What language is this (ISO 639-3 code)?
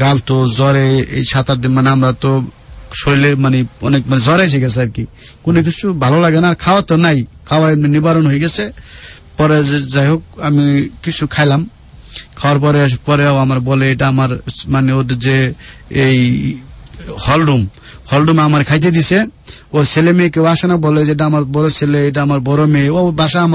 ben